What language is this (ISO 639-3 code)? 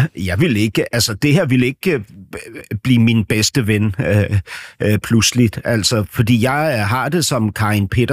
dan